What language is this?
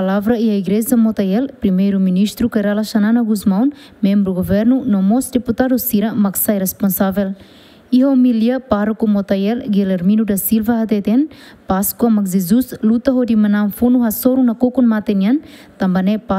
Tetum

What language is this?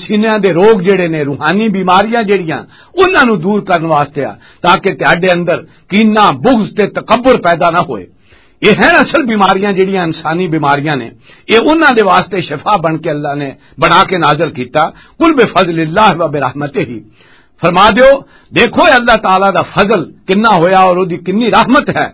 Western Panjabi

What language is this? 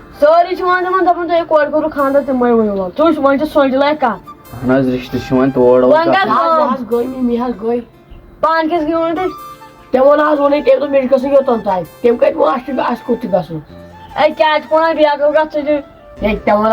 Kashmiri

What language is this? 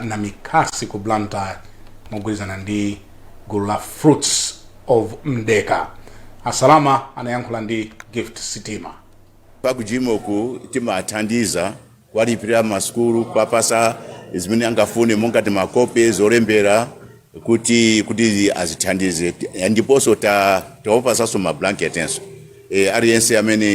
Nyanja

